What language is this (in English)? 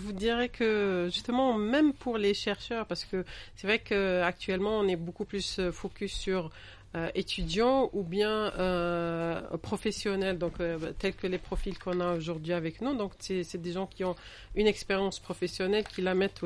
French